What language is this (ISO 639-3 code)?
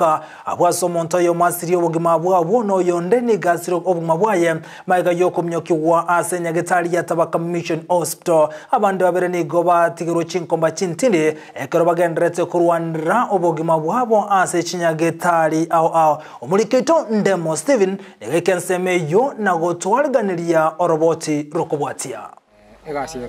guz